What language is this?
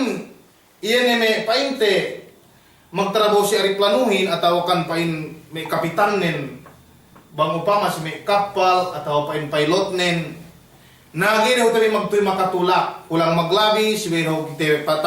Yakan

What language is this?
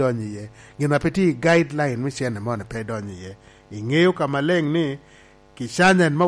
Lango (Uganda)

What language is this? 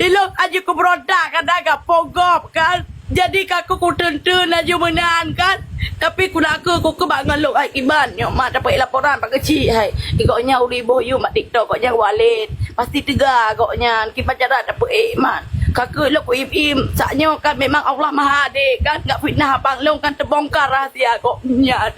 Achinese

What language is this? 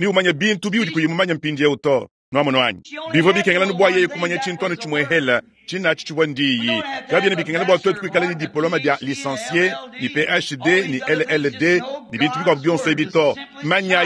Luba-Lulua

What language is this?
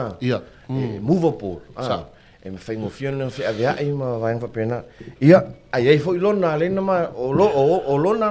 Samoan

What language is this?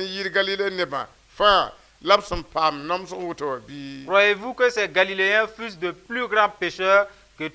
Mossi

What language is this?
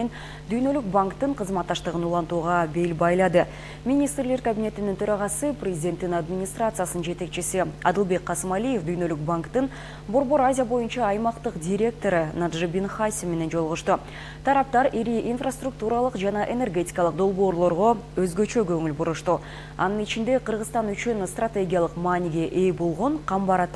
Kyrgyz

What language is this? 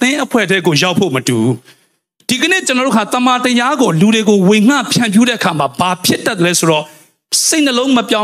Burmese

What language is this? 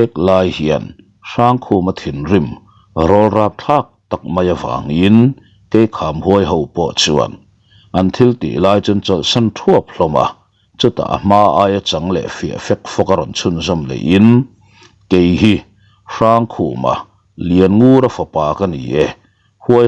Mizo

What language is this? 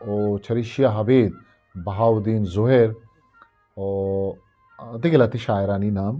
Eastern Balochi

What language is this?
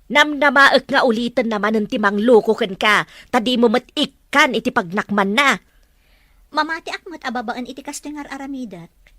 Iloko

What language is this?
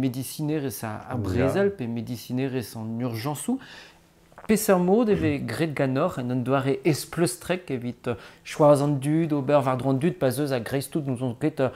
Breton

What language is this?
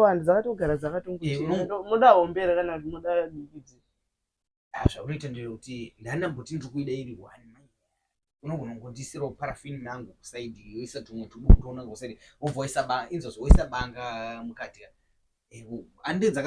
Shona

